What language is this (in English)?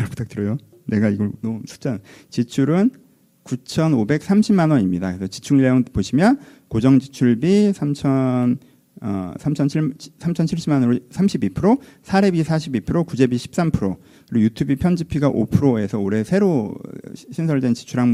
Korean